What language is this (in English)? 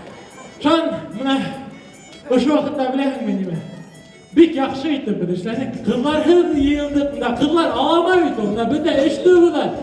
Bashkir